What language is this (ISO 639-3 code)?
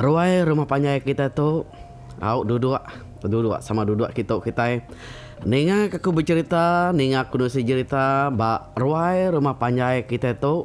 iba